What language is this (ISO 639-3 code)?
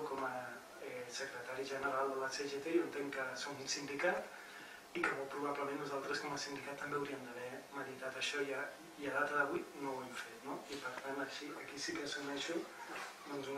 cat